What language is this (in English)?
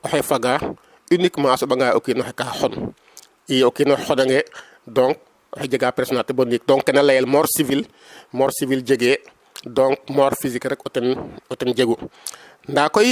Serer